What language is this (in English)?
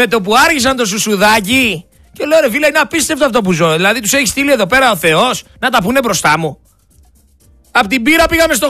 Greek